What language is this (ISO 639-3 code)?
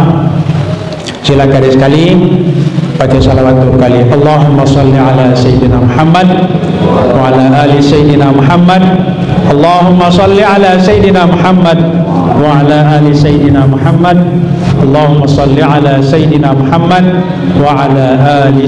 sas